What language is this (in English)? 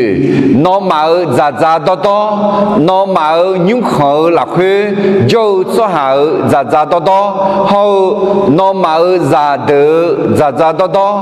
Akha